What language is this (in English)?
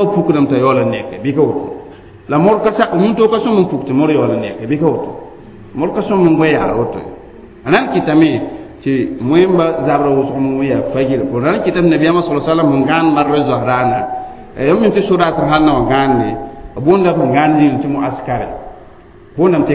Mossi